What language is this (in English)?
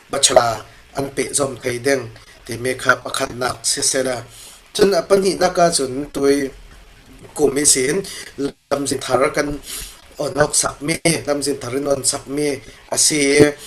Falam Chin